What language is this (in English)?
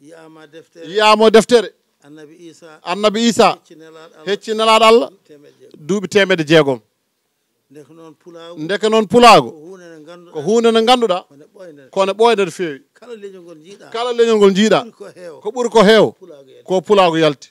Fula